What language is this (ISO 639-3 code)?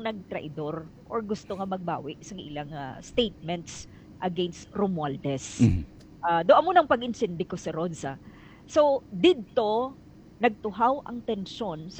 hil